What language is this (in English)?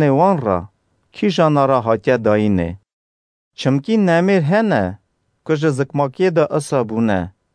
Kurdish